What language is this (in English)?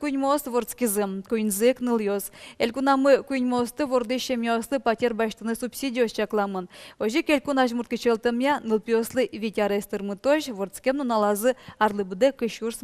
Udmurt